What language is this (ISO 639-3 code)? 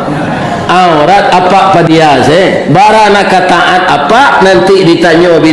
min